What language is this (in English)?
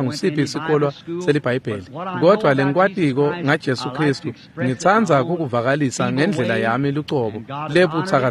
Swati